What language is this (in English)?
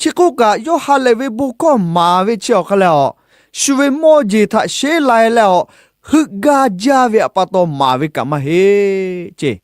Lahu